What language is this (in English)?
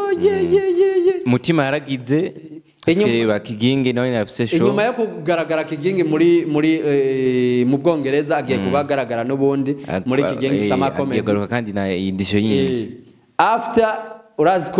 Rundi